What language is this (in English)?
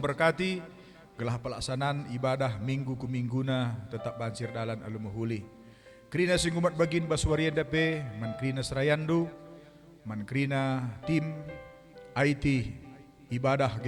Batak Karo